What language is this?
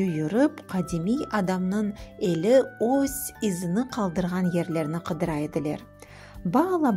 Crimean Tatar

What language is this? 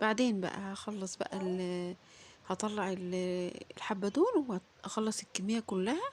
Egyptian Arabic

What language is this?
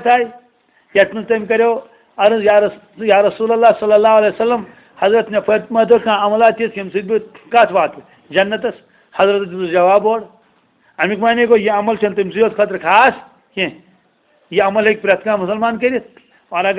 Kashmiri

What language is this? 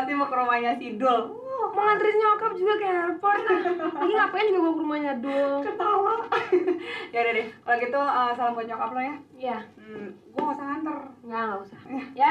Betawi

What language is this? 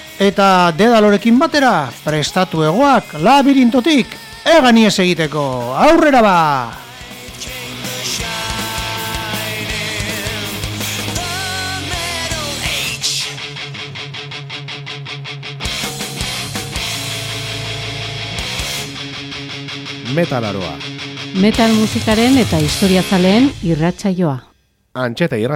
Basque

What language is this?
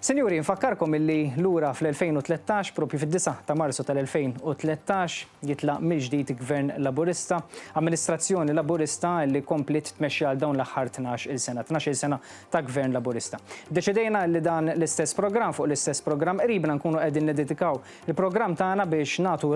Maltese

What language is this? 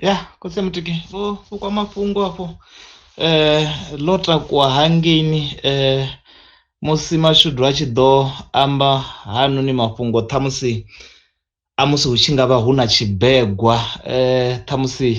Venda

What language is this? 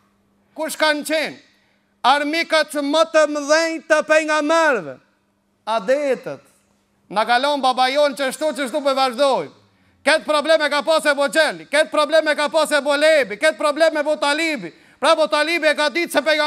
Albanian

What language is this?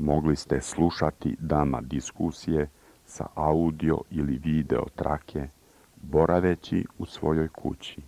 Serbian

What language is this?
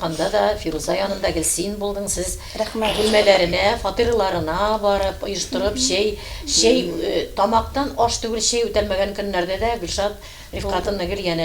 Tatar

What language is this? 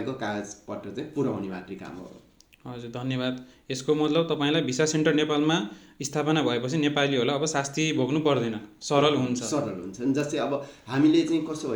Nepali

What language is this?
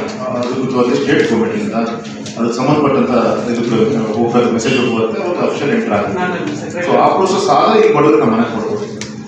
Kannada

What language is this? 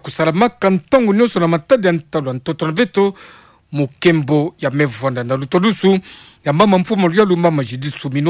Kituba (Democratic Republic of Congo)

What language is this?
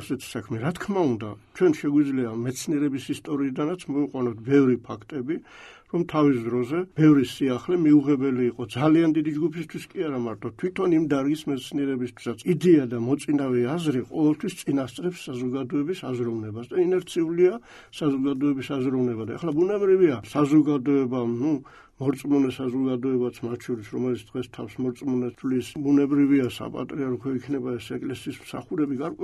Georgian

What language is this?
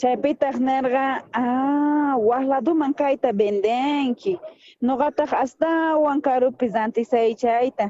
South Bolivian Quechua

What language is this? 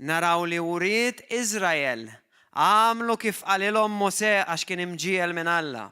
Maltese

